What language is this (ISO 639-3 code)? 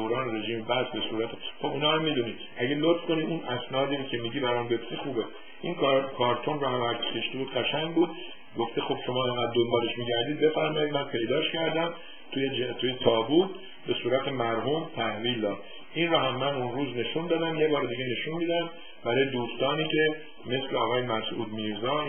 fas